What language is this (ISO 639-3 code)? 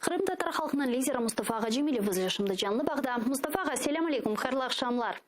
crh